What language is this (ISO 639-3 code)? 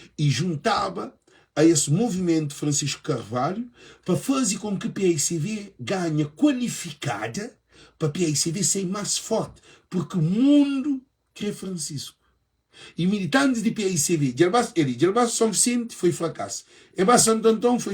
kea